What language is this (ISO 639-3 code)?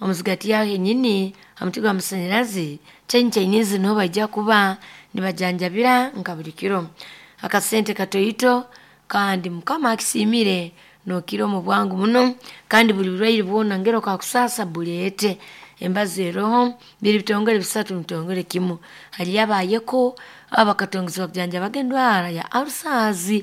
nyn